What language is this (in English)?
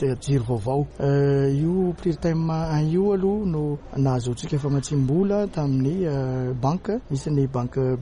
Malagasy